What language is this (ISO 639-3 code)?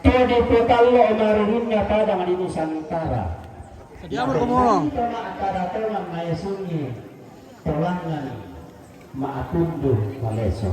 sda